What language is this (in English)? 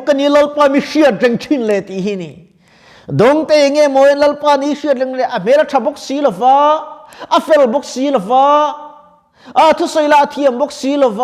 Mizo